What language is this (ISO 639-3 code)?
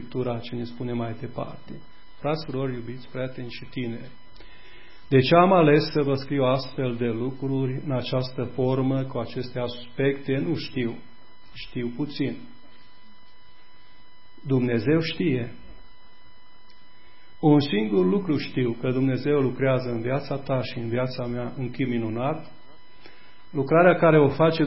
ron